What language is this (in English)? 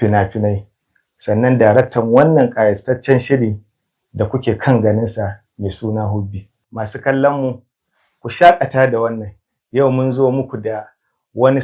Hausa